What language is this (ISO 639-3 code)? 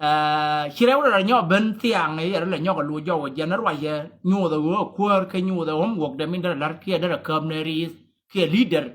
nus